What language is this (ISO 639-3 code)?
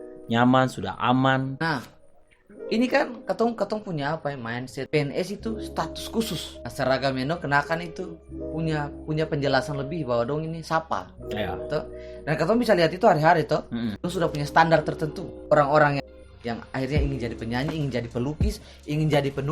abs